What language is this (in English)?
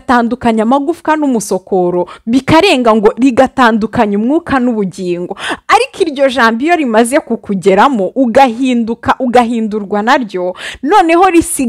Kinyarwanda